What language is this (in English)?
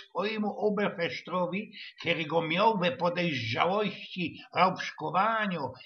Silesian